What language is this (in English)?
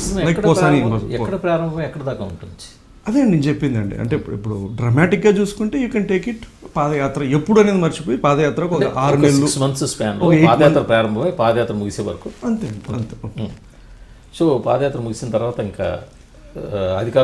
Telugu